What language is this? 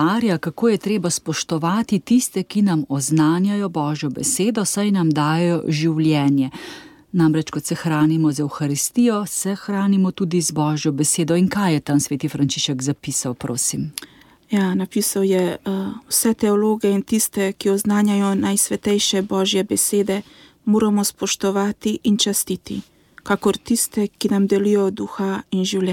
Slovenian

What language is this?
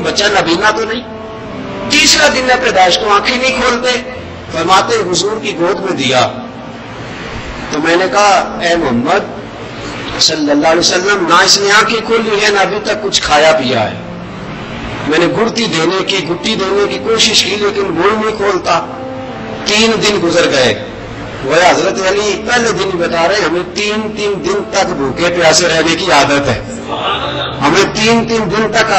Urdu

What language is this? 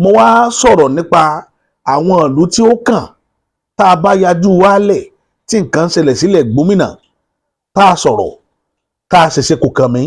Yoruba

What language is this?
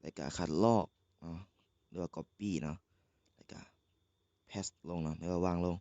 Lao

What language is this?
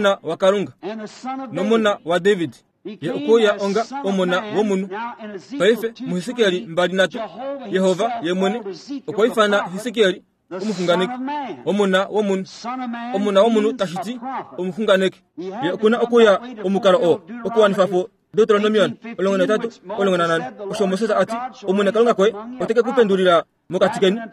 Kuanyama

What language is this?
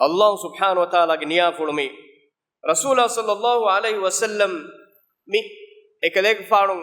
Divehi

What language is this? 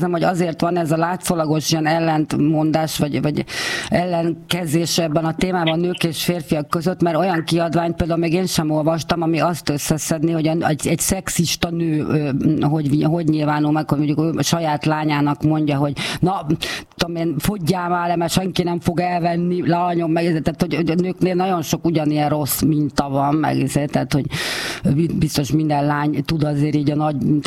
Hungarian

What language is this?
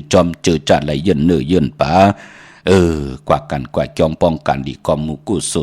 Shan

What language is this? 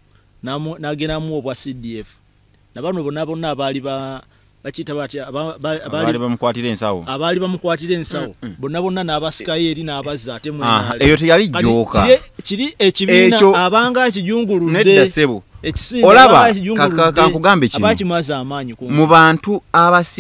Ganda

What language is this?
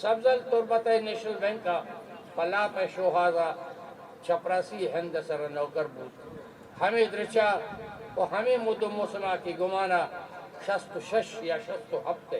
Eastern Balochi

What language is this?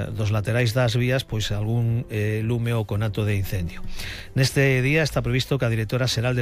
Galician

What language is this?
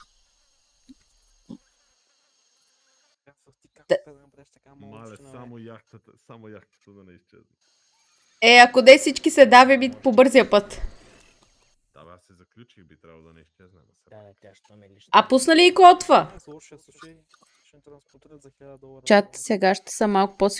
Bulgarian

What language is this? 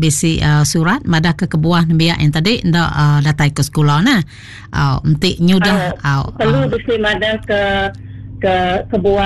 Iban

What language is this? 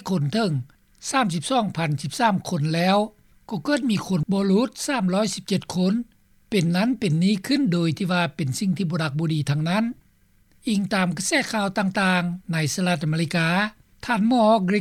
Lao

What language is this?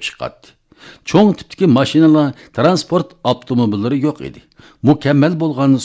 Uyghur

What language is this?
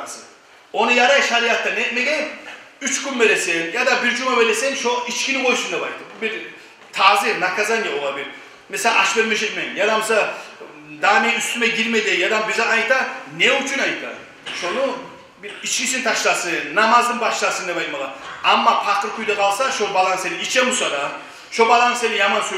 Kumyk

